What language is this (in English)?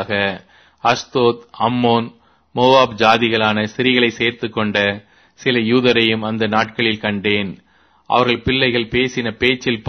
Tamil